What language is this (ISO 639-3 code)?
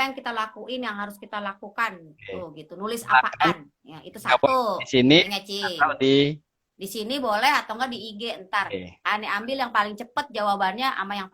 bew